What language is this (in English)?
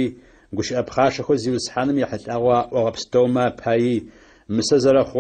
Adyghe